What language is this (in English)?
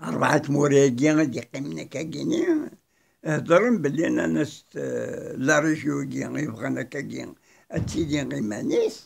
Kabyle